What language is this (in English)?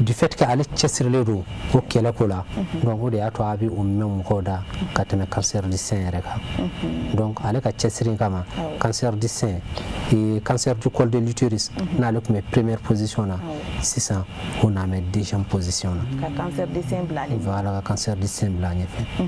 Bambara